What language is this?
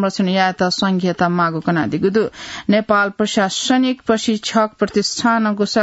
Newari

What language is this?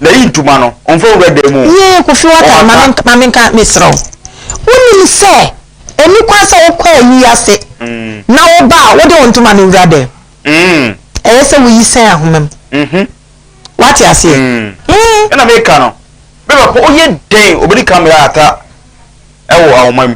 Akan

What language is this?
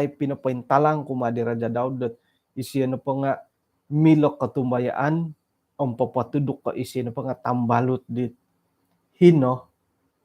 Central Dusun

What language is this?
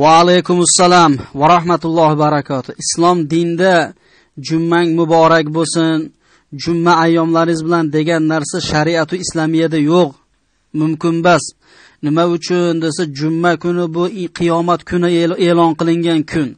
Uzbek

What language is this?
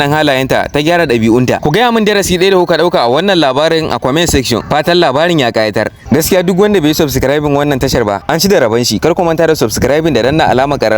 Hausa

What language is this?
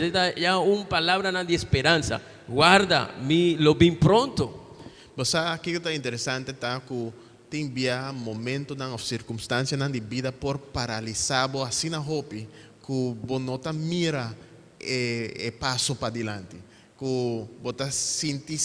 Papiamento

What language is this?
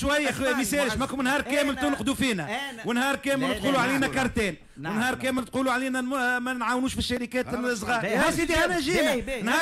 Tunisian Arabic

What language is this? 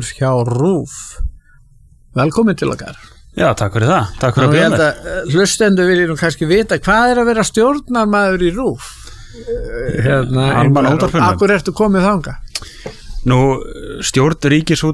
Icelandic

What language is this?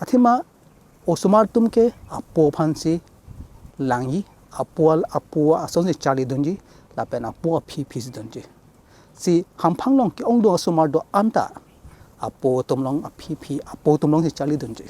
Karbi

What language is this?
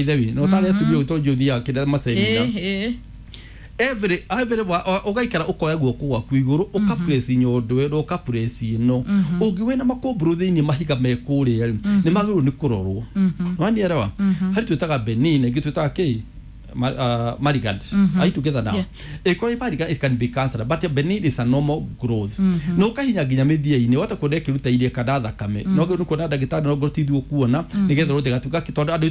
Kikuyu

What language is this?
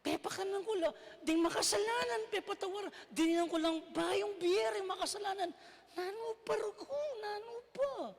Pampanga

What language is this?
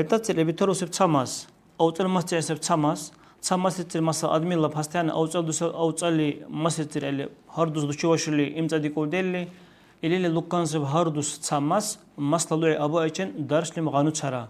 Dargwa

